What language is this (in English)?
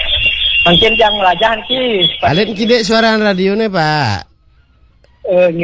Balinese